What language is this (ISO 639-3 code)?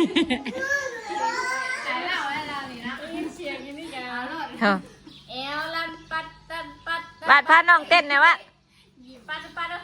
tts